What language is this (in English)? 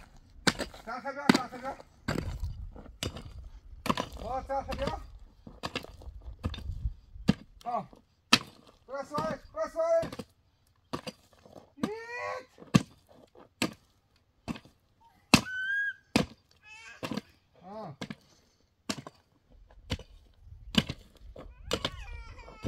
Persian